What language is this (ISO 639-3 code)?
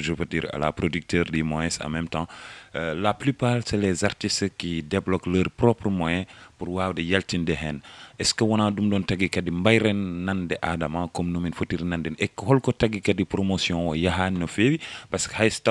ful